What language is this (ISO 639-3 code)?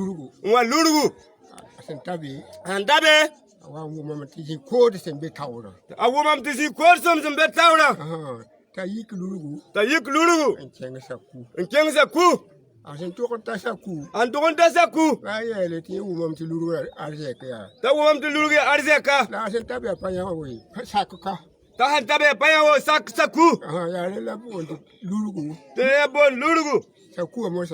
mos